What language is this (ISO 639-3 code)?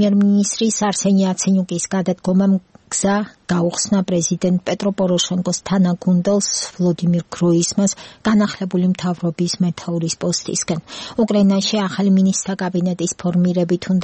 kat